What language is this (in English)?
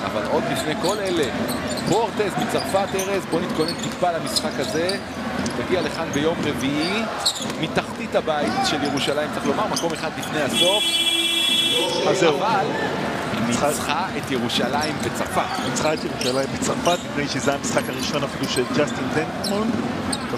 Hebrew